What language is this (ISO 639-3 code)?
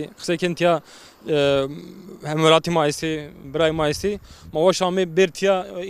zza